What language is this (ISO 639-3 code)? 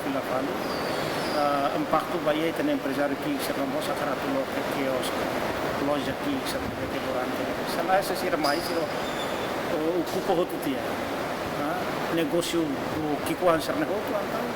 tet